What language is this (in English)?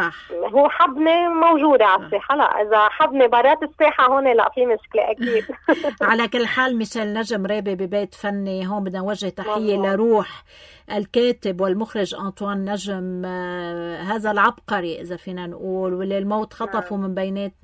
North Levantine Arabic